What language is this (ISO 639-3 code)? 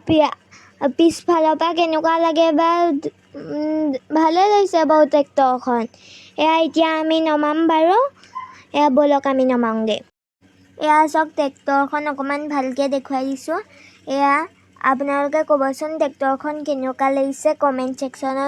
asm